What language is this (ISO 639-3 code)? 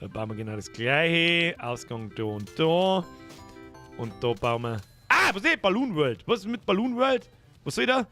bar